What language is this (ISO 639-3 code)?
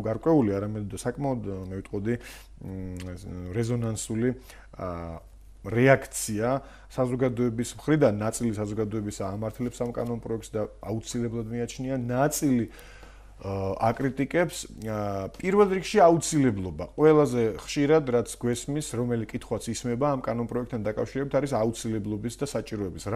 kat